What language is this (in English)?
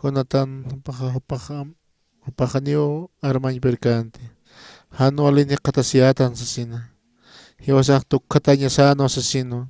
Aymara